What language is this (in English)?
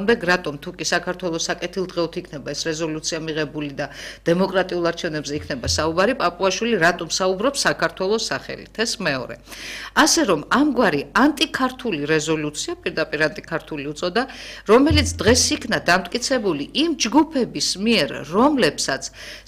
Georgian